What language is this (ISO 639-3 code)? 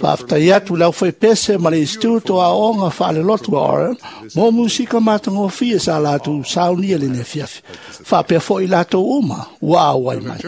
smo